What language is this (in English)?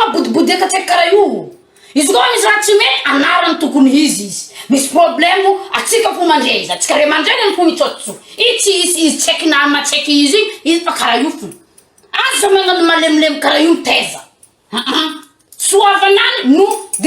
Malagasy